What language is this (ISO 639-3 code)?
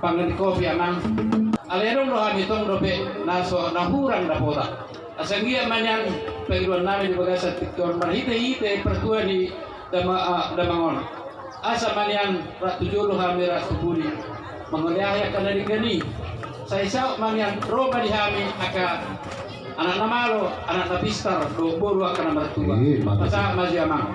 bbc